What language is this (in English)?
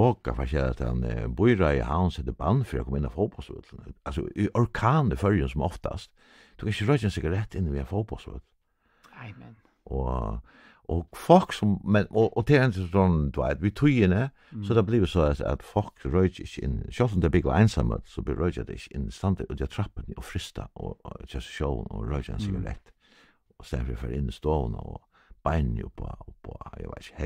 Faroese